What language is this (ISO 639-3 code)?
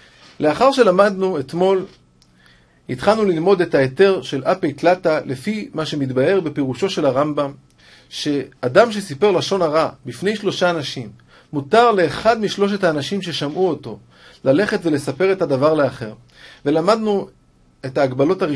heb